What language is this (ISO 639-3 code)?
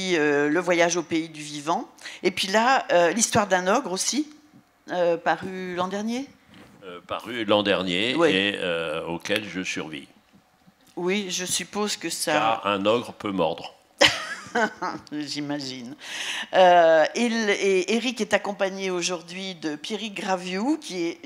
fra